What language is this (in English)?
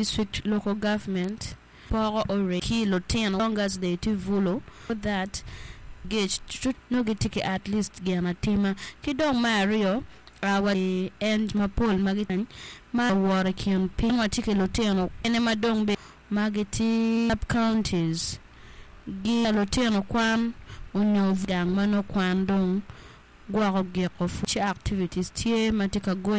Acoli